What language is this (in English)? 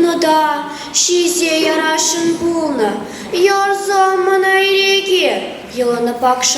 Chuvash